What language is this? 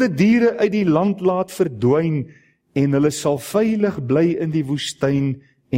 Afrikaans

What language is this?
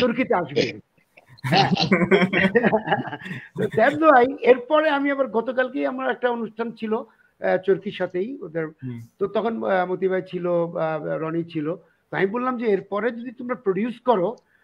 Bangla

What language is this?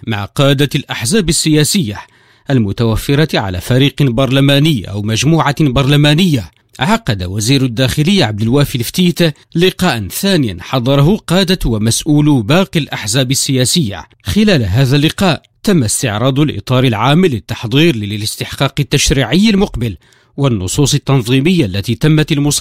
Arabic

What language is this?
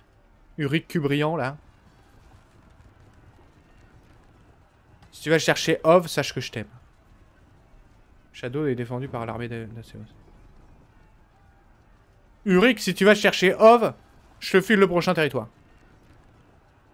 French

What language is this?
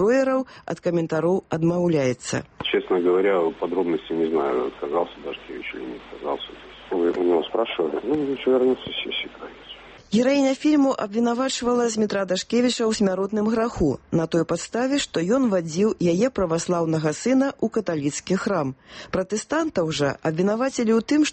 Belarusian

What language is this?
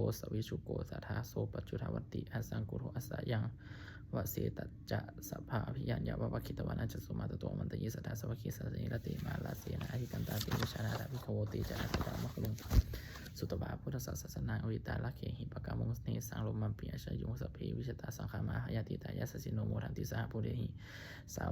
Pali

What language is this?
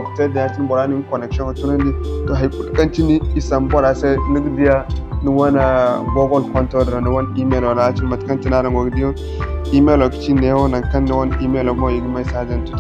Zarma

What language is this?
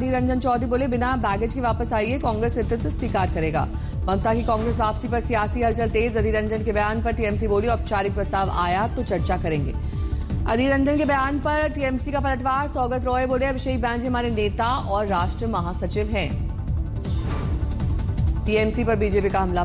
Hindi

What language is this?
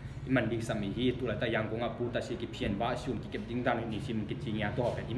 Tedim Chin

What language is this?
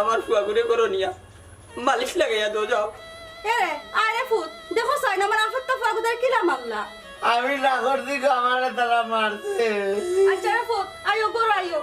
Sylheti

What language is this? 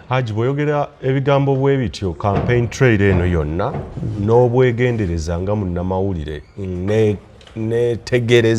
Ganda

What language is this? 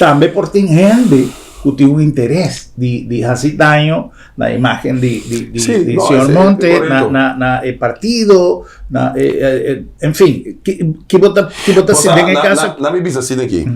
Papiamento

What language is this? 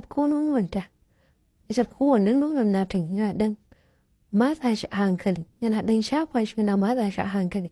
Hausa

